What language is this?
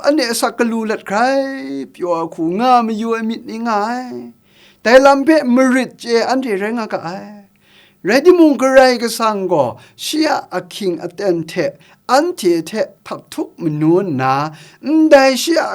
Kachin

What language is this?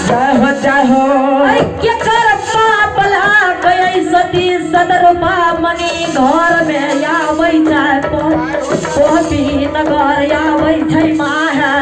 Maithili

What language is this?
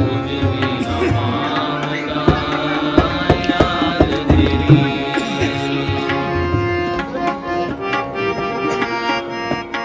Punjabi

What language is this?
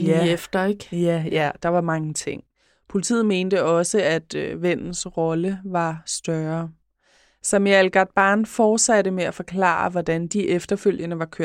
Danish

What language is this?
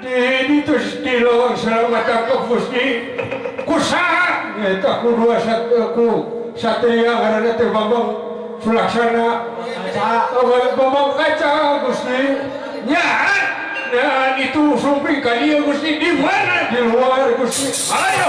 Sundanese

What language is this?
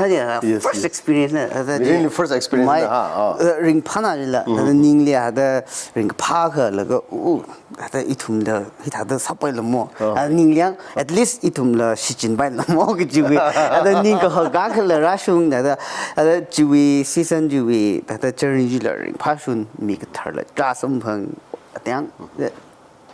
Tangkhul Naga (India)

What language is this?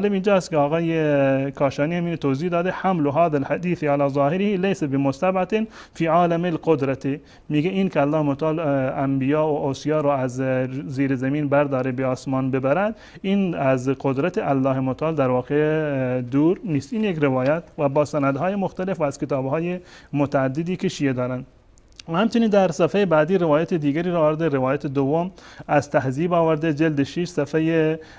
Persian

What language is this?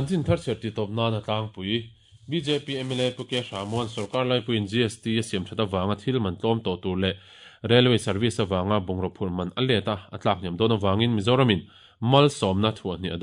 Mizo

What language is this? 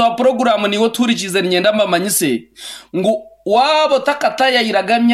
Nyankole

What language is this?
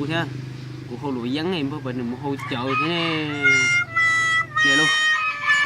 Hmong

